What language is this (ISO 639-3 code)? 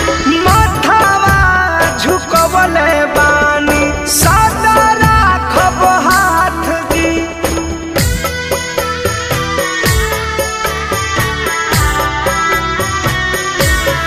bho